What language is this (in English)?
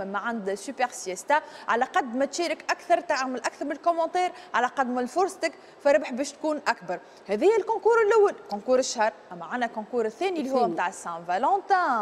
Tunisian Arabic